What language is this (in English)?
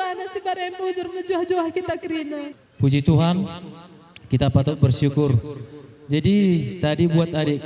Batak Karo